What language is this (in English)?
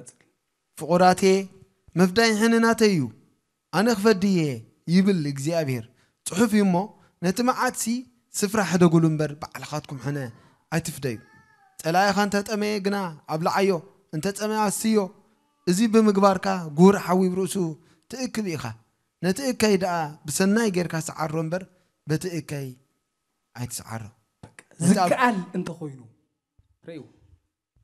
Tigrinya